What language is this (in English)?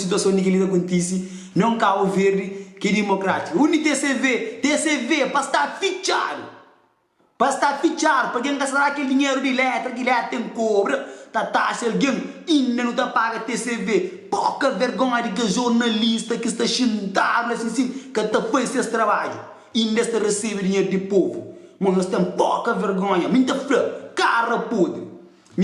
Kabuverdianu